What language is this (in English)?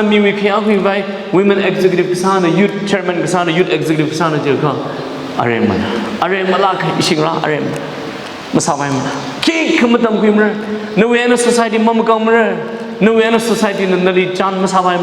Tangkhul Naga (India)